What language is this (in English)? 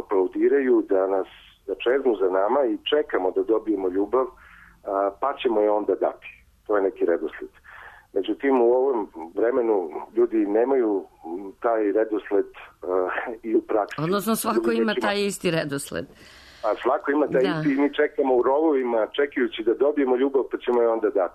Serbian